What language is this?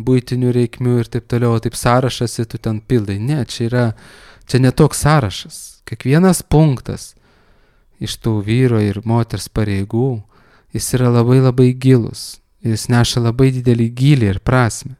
Lithuanian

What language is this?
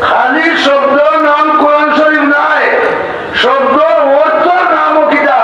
Sylheti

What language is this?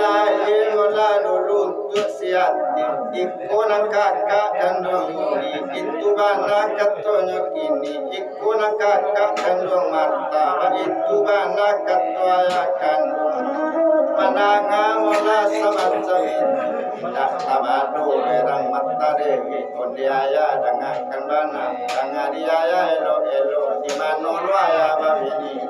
Minangkabau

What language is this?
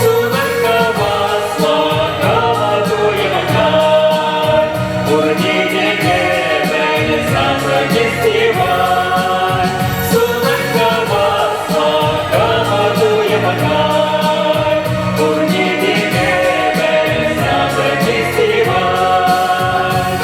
Chuvash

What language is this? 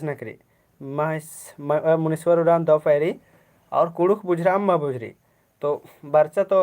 Kurukh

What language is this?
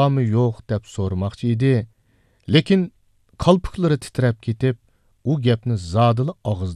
Uyghur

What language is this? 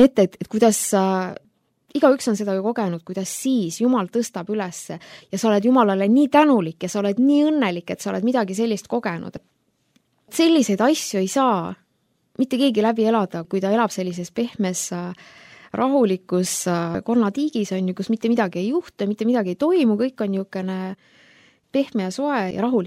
Estonian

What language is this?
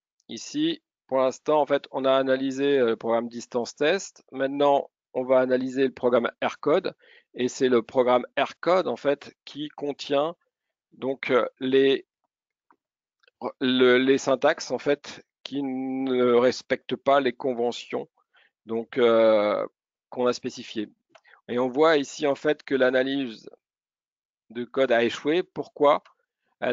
French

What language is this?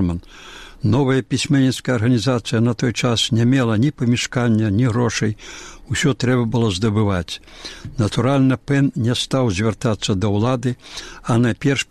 Belarusian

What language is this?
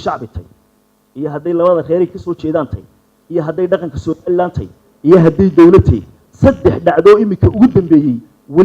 Somali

